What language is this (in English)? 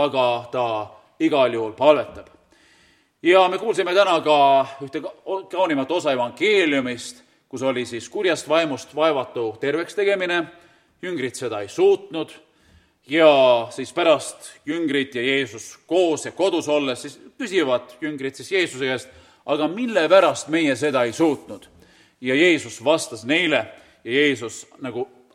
Estonian